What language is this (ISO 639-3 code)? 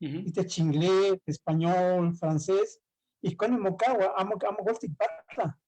nhe